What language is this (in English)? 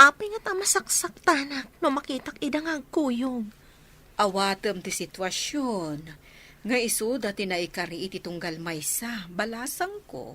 Iloko